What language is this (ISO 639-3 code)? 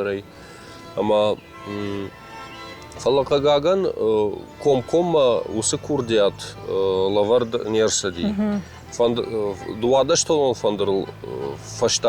oss